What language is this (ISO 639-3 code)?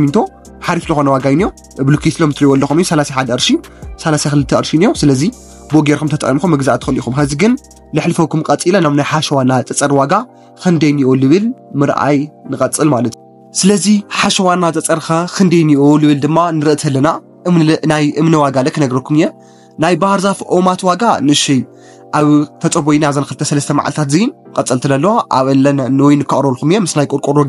tir